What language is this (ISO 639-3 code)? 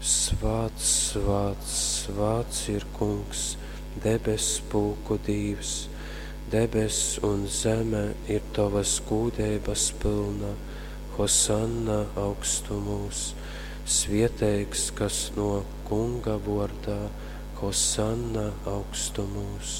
ltg